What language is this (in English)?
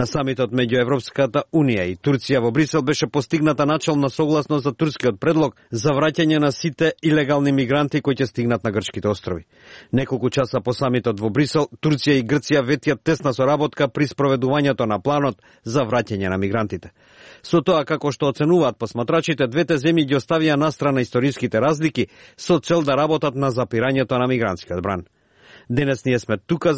Macedonian